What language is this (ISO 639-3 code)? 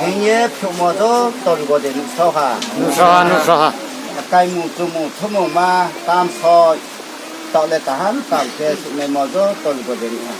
ria